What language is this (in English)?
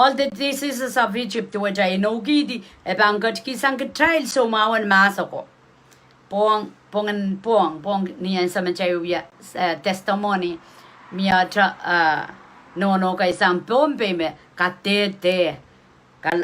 Pohnpeian